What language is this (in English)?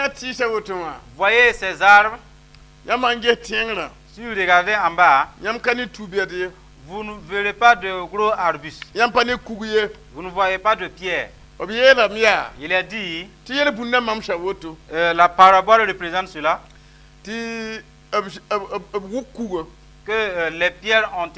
Mossi